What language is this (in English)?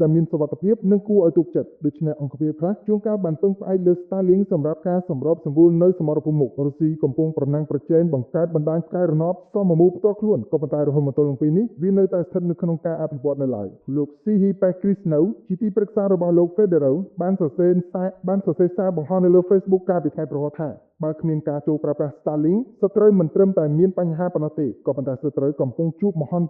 Khmer